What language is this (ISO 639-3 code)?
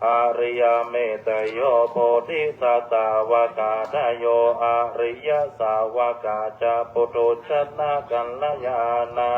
pli